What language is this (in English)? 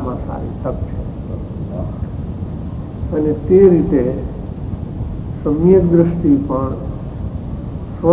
Gujarati